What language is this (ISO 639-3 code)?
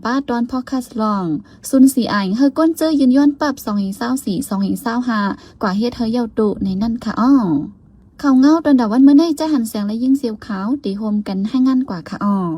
shn